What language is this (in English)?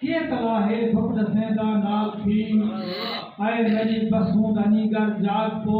Saraiki